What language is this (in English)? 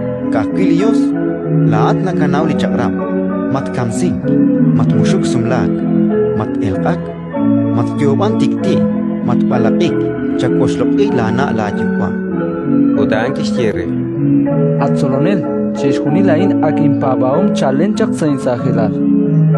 Kekchí